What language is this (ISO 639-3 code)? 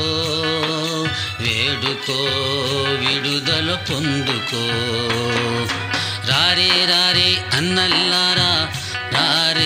tel